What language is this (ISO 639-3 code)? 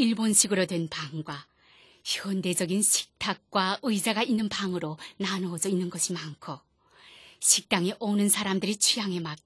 kor